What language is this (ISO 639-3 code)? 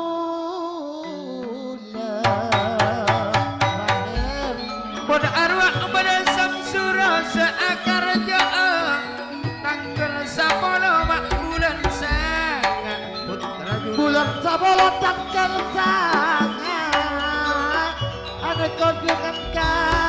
mad